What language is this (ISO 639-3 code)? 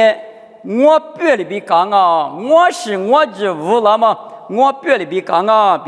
lis